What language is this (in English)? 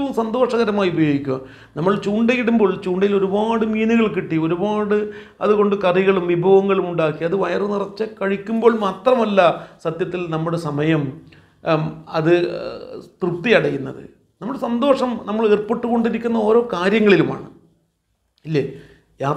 Malayalam